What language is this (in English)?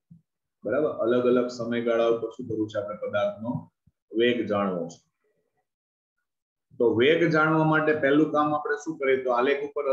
Gujarati